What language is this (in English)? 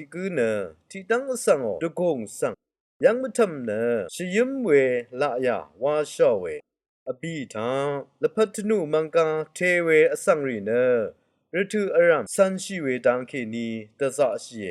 Rawang